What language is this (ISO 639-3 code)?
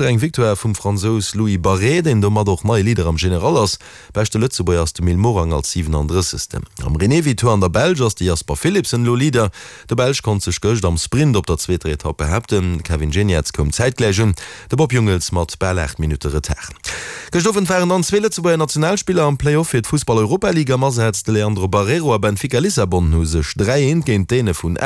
ltz